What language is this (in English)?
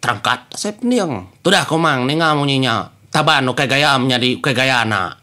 Iban